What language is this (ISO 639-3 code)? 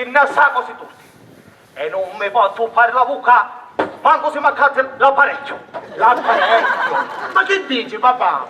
scn